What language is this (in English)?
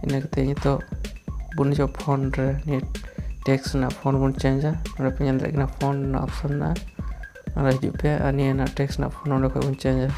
Santali